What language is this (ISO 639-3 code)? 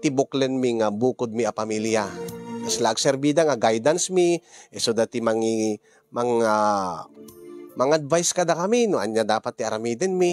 ilo